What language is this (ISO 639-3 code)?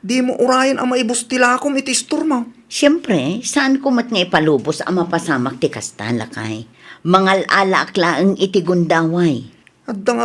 ilo